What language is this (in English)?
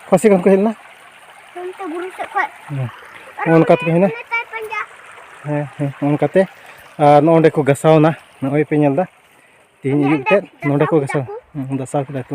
Santali